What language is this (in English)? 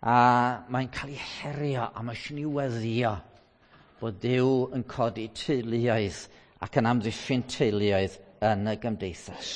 Welsh